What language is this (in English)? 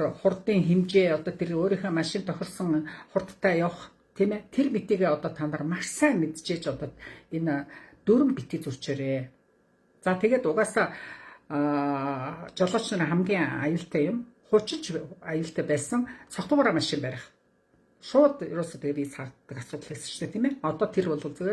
Mongolian